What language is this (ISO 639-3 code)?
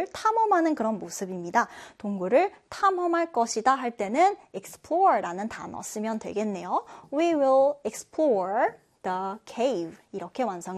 kor